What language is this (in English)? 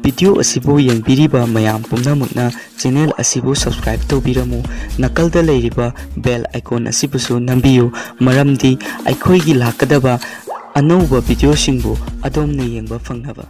Manipuri